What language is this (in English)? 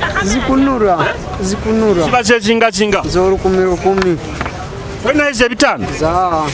Nyoro